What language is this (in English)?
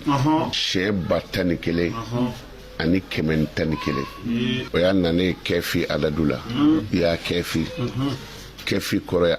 Bambara